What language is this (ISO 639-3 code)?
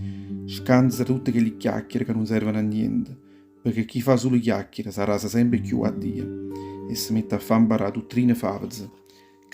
nap